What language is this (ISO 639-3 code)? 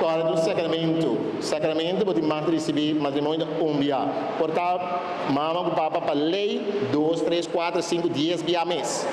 pap